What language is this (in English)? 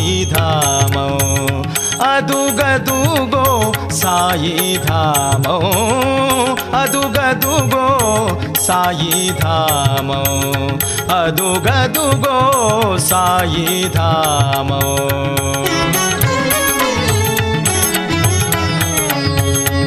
Telugu